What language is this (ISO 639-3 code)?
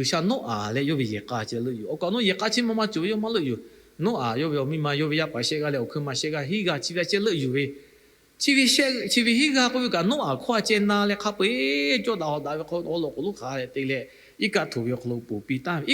lhu